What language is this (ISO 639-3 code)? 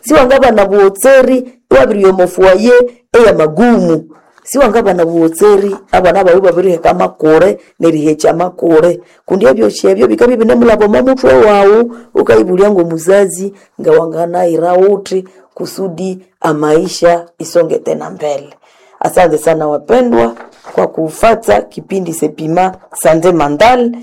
nnb